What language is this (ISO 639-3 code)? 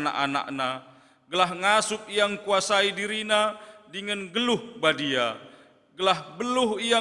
btx